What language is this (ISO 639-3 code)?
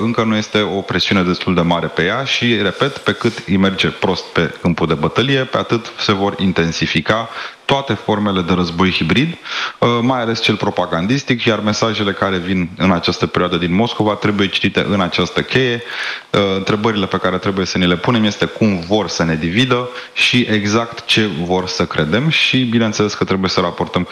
ron